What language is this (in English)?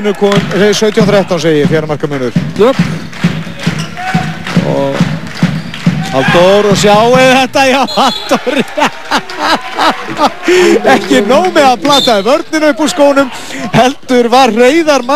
Icelandic